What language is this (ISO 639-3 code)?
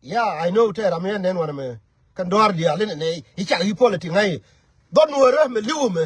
nus